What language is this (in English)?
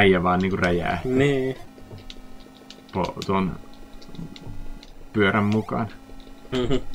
Finnish